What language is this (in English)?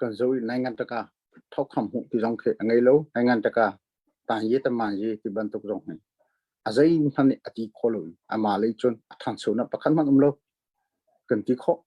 Hakha Chin